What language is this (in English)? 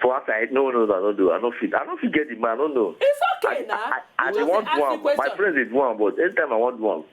Nigerian Pidgin